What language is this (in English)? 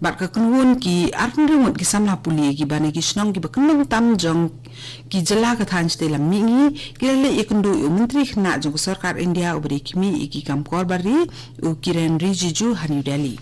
Khasi